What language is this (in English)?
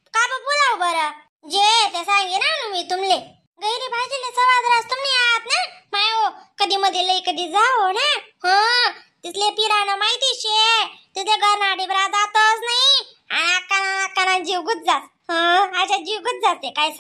Khandesi